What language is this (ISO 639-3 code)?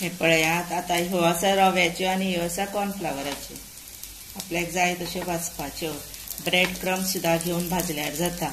kok